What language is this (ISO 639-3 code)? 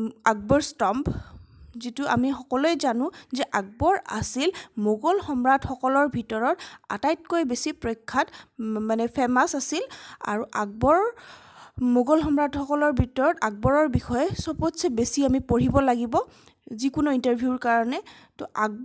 asm